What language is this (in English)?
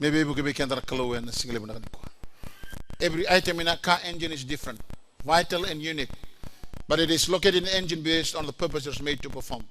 Fijian